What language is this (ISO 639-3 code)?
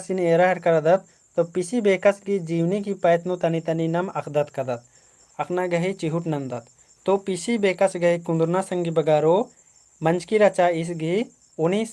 kru